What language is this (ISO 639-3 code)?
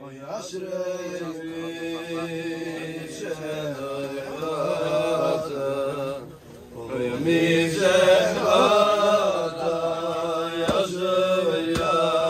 yid